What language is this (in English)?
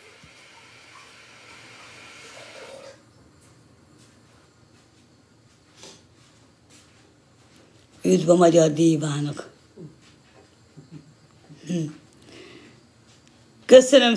Hungarian